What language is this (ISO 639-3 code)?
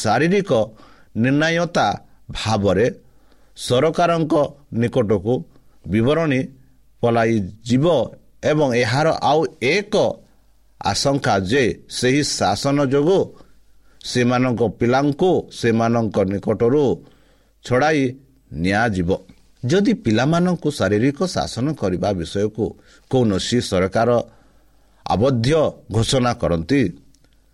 ori